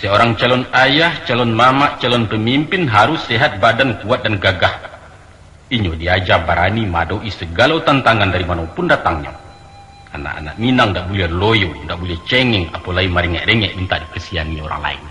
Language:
Minangkabau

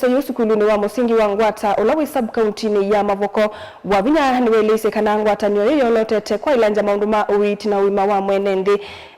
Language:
Kamba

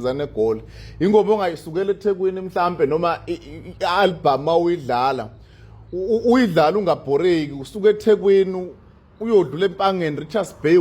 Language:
Zulu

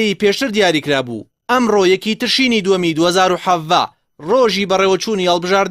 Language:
Central Kurdish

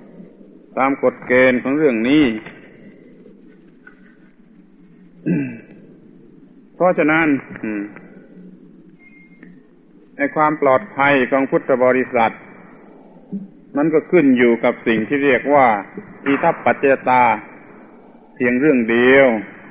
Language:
Thai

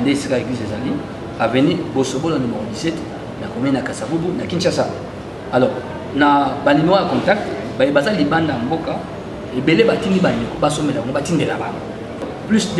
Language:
Lingala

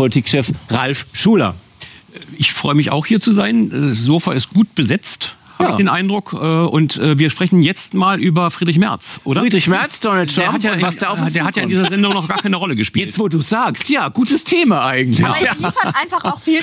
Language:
German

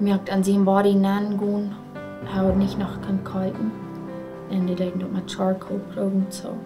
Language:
Plautdietsch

